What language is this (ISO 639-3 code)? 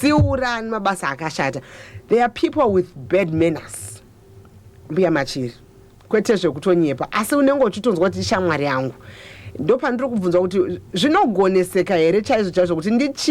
sna